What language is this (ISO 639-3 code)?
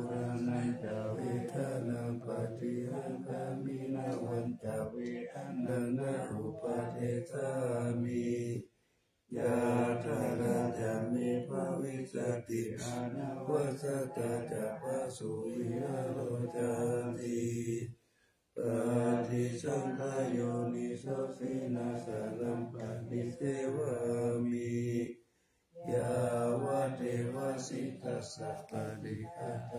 pli